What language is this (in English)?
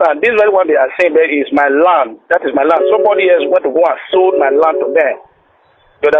Nigerian Pidgin